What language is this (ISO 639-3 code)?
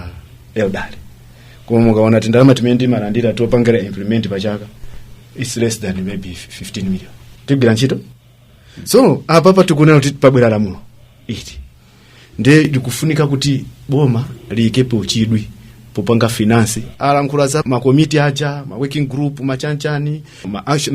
nya